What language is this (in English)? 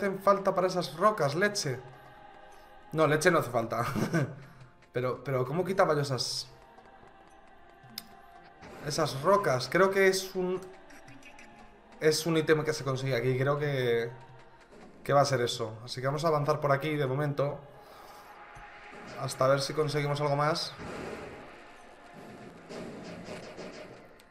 Spanish